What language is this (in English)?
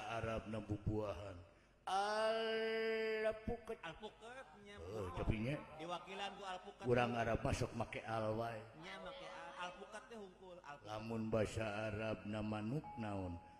Sundanese